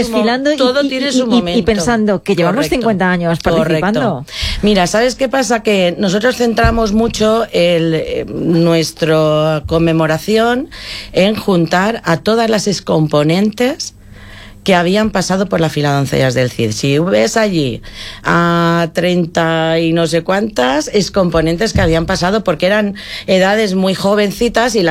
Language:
Spanish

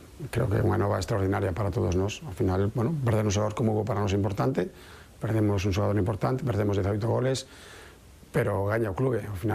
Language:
Galician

